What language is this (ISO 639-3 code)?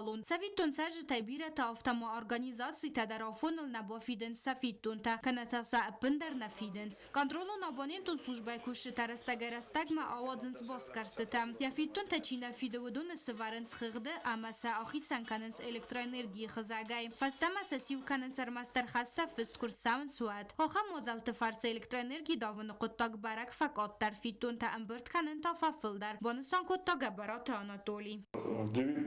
oss